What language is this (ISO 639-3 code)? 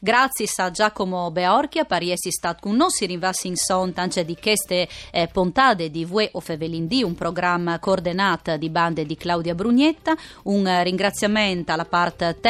fur